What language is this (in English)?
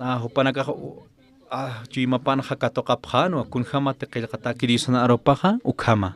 Aymara